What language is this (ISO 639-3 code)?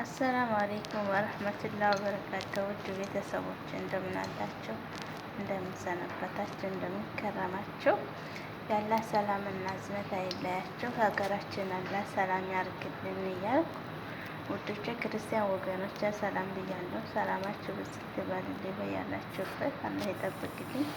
amh